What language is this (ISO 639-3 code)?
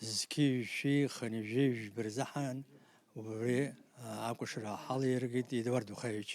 abk